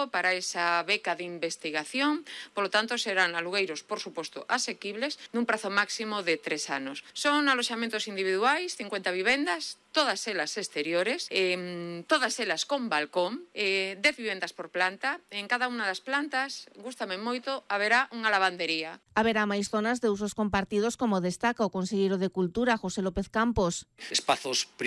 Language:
Galician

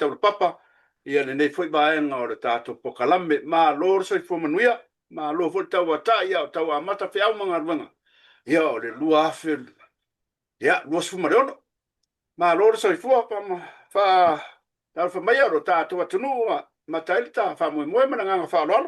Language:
Samoan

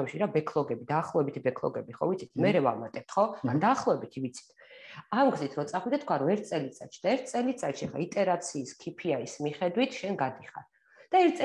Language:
Georgian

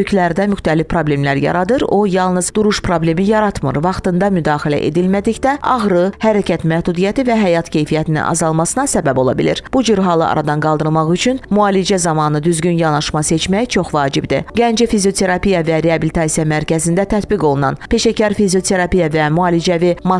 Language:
Azerbaijani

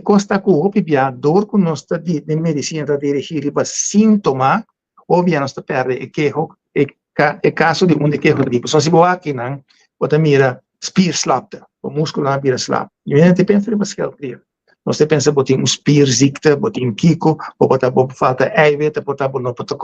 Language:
Papiamento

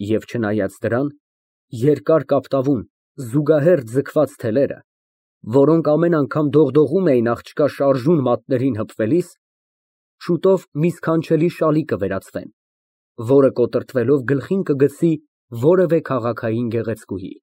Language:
Armenian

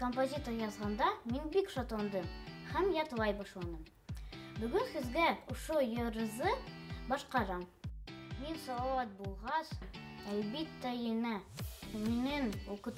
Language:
Bashkir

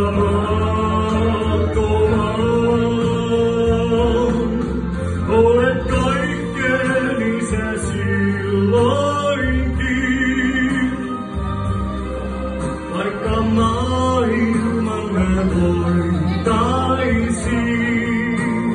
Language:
Finnish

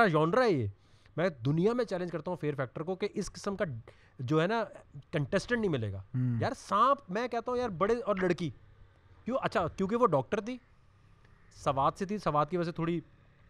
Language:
Urdu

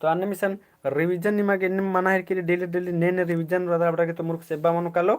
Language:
Kurukh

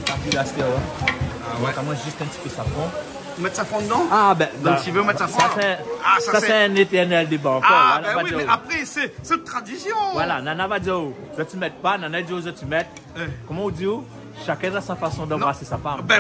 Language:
Réunion Creole French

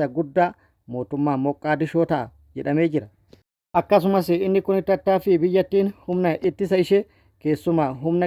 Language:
Oromo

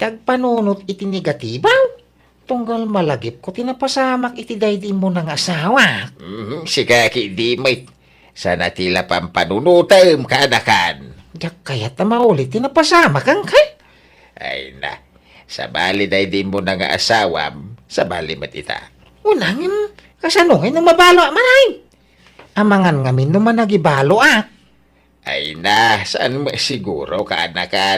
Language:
Iloko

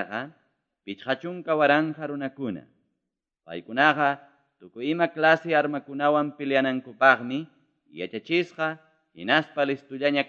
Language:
Ayacucho Quechua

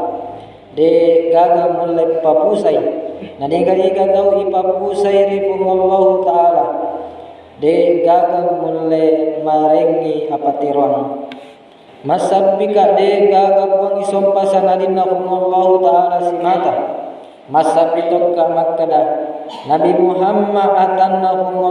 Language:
Buginese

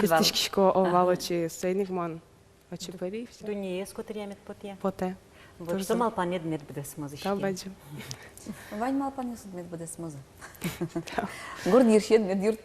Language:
Udmurt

